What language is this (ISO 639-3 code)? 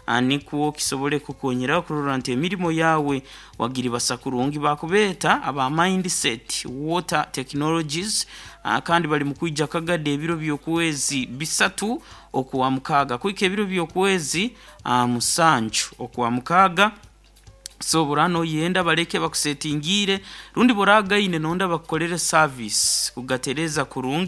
nyo